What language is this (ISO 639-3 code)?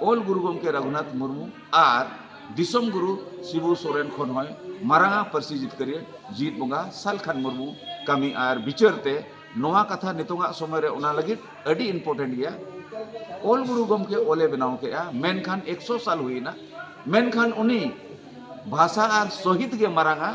sat